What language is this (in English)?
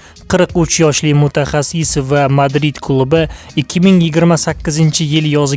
Uzbek